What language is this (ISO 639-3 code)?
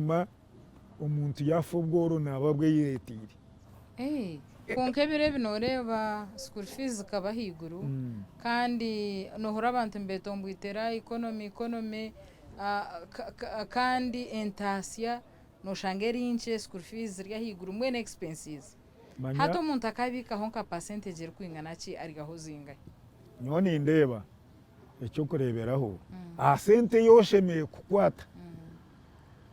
nyn